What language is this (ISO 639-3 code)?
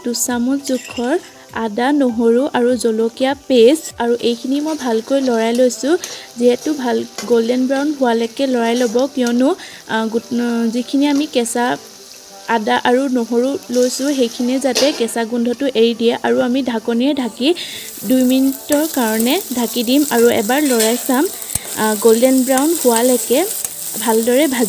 asm